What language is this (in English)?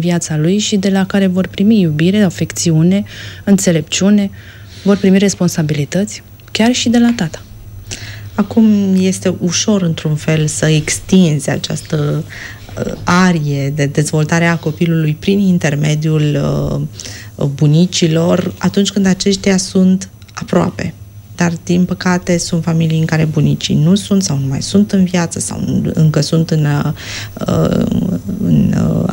Romanian